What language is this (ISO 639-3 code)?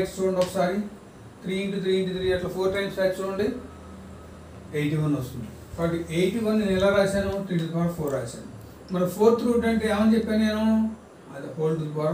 tel